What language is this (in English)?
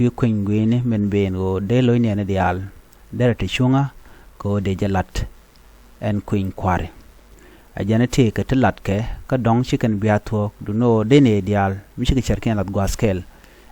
Nuer